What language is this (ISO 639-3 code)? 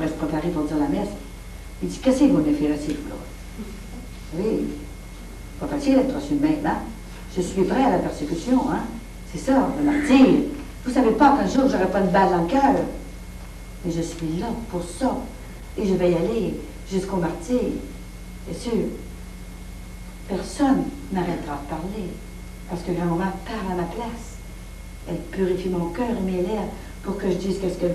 fra